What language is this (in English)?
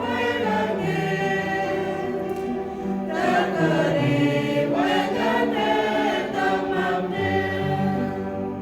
Central Mnong